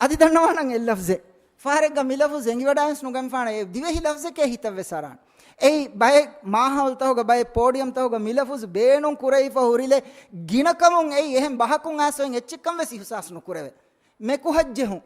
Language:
Divehi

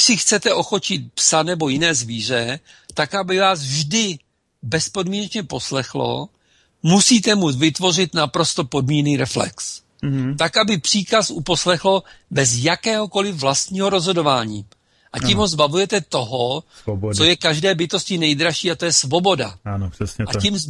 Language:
Czech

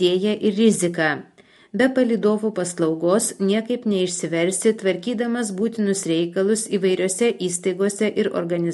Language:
Lithuanian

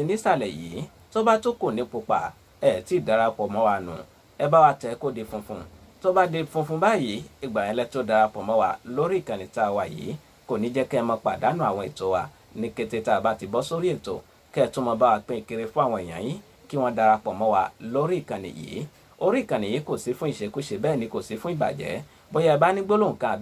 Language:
Yoruba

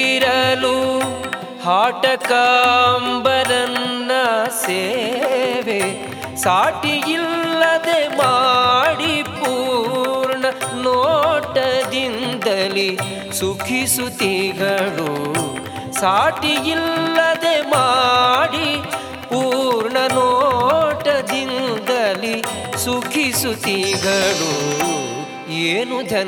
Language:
Kannada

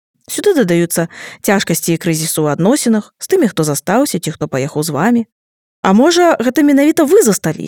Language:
Belarusian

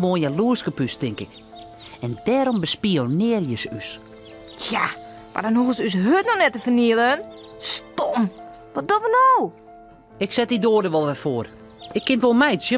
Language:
Western Frisian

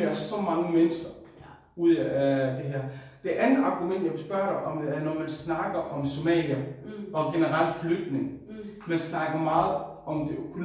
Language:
Danish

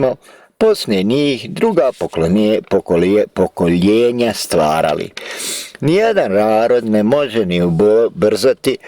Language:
Bosnian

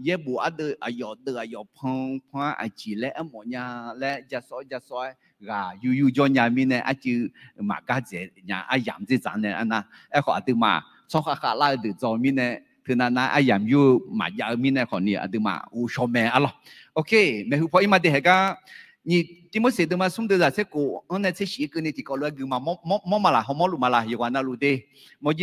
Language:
Akha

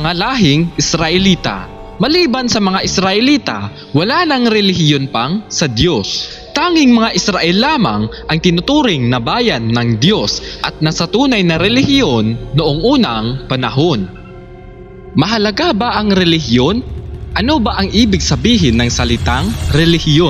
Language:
Filipino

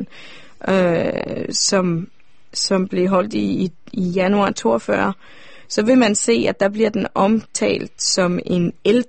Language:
Danish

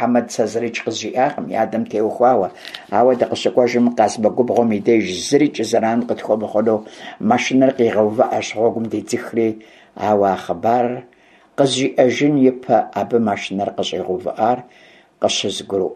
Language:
Kabardian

